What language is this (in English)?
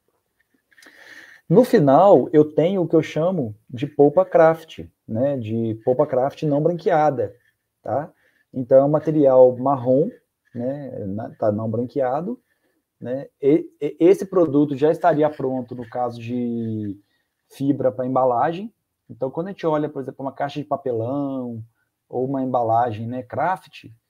Portuguese